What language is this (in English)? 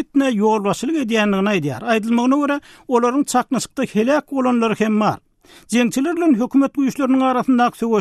Turkmen